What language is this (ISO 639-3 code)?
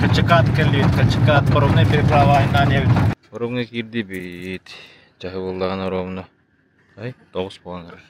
sah